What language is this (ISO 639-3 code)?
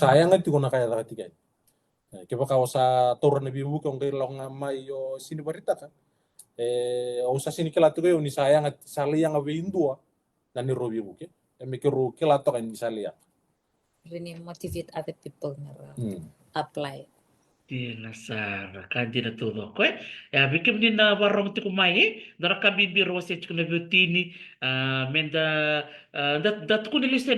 fij